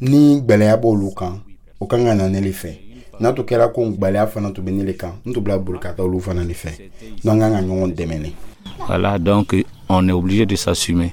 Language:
Dyula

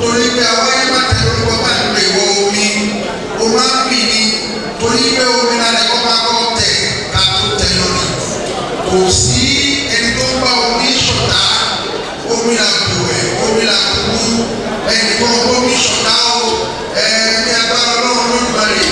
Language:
Yoruba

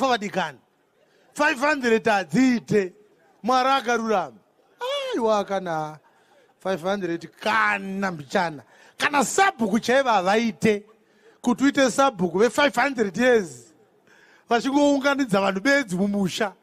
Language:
Shona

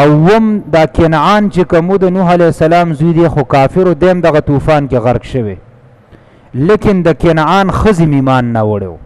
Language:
Pashto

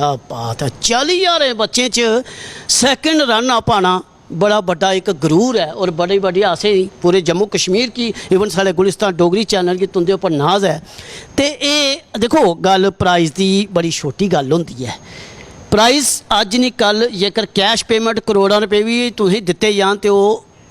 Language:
Dogri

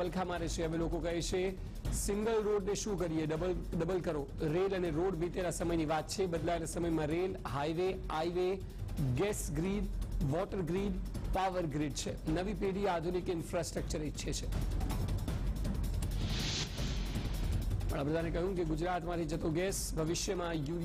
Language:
Gujarati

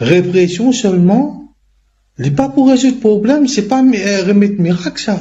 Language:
Morisyen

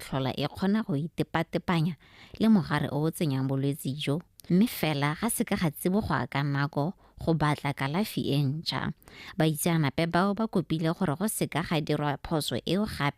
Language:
Tswana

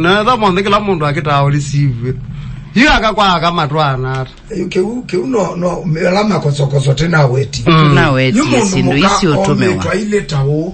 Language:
Kamba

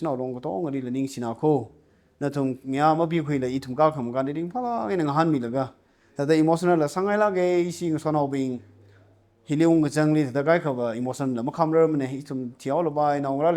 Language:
Tangkhul Naga (India)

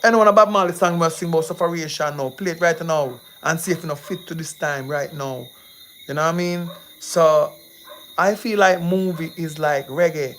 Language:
Jamaican Creole English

